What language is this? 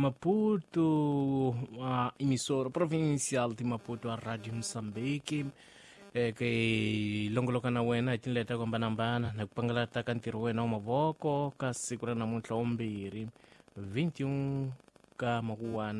Tsonga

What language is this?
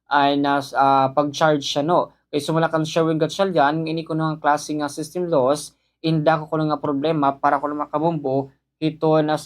Waray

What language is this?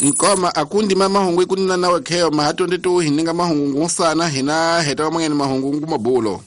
Tsonga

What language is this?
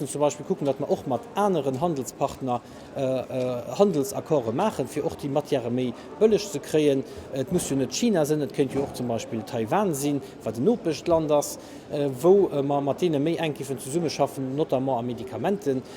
Luxembourgish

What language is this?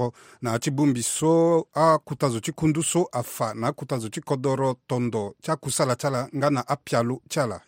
Sango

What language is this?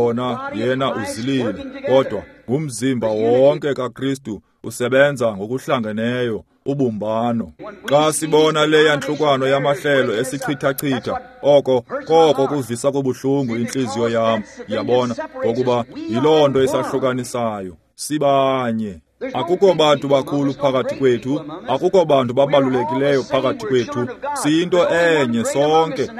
Xhosa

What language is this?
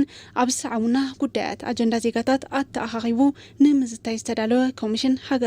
Tigrinya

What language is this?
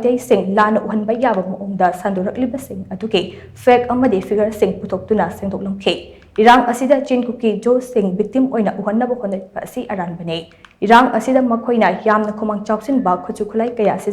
Manipuri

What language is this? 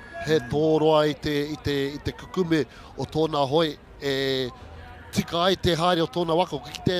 Māori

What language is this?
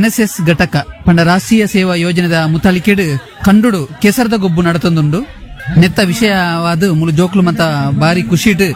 Tulu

